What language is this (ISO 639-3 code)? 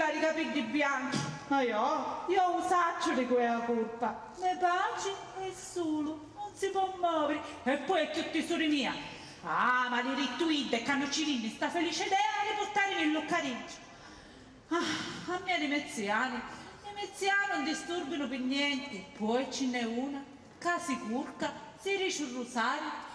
scn